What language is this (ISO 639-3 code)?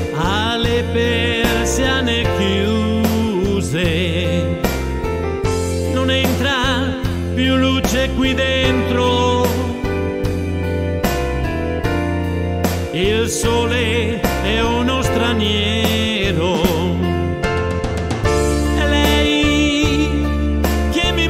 ita